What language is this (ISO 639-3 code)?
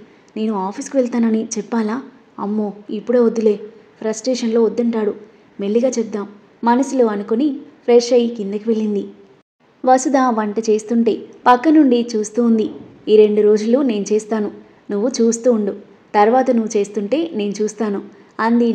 tel